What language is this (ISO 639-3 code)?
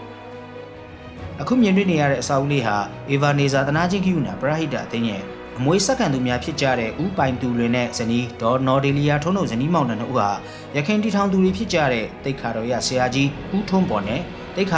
mya